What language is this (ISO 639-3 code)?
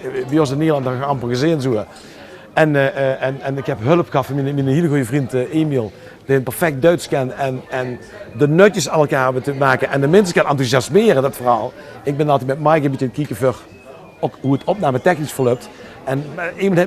lim